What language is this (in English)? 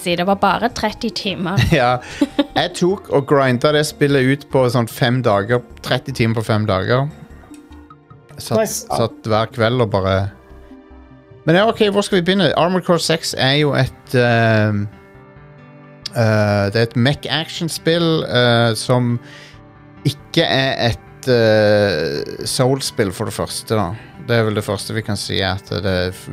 Norwegian